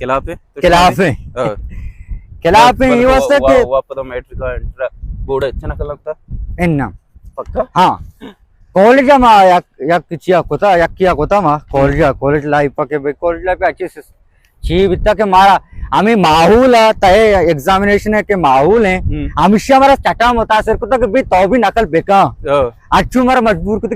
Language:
Baluchi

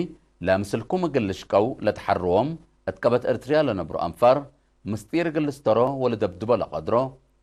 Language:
Tigre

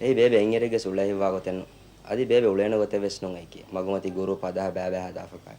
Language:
Divehi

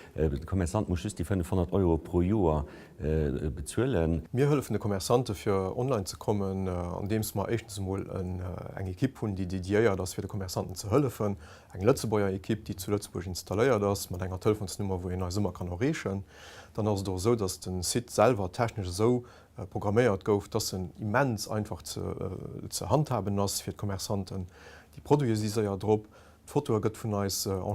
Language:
Luxembourgish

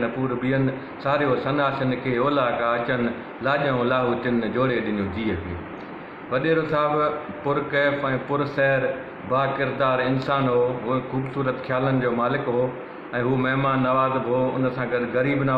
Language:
Sindhi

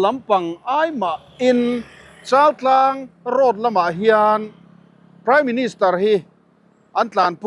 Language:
Mizo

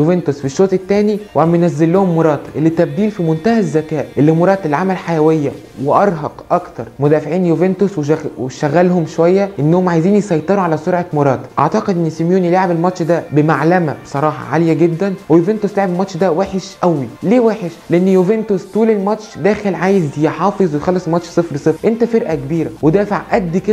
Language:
Egyptian Arabic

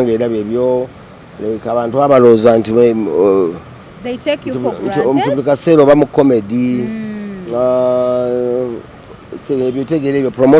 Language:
Ganda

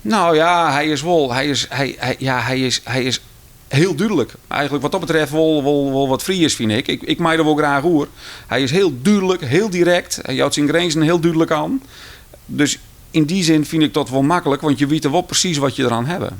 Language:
Western Frisian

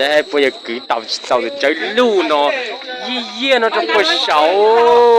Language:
Hmong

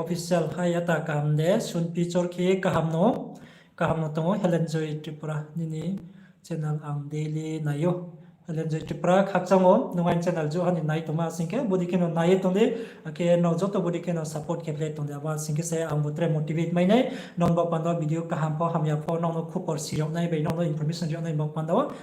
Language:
Riang (India)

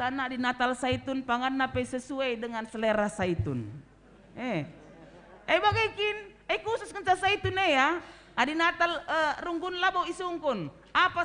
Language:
Batak Karo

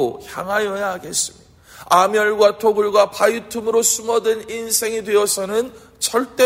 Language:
Korean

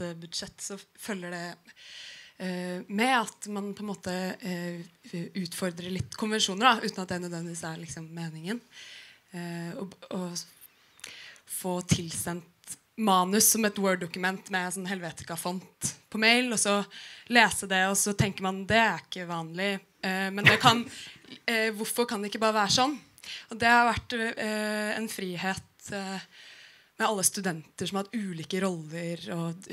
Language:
Norwegian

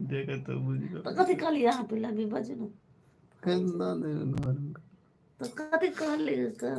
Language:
Maithili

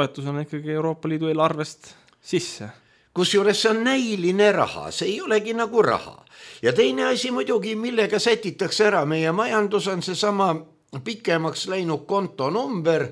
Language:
Estonian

